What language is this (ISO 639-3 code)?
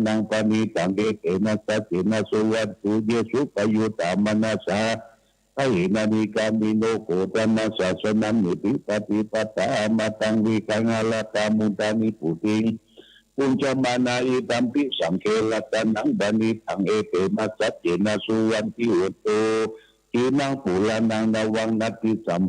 pli